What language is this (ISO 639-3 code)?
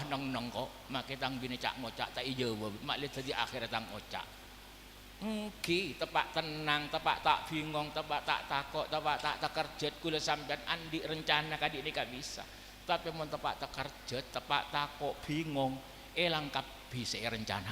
mad